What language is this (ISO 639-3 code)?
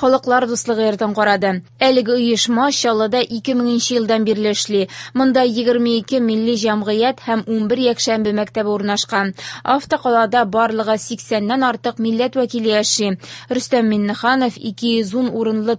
tat